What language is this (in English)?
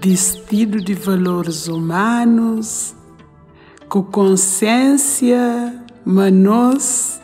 Kabuverdianu